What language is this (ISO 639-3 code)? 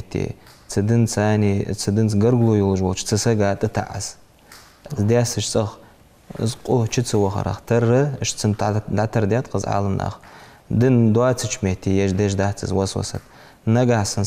inh